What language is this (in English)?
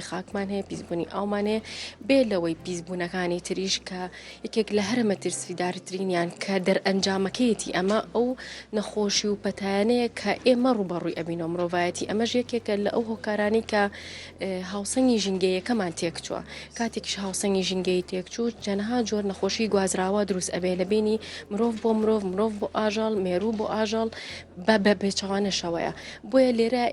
Central Kurdish